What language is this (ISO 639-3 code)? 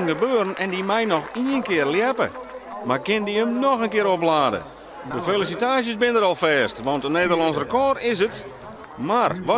fry